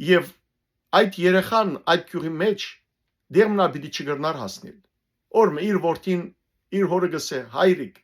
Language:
Western Armenian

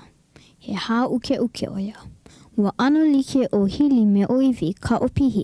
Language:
Hawaiian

